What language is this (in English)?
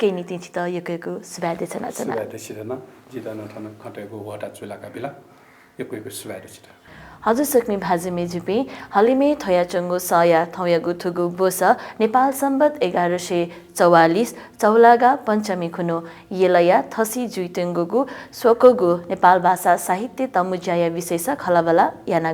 Newari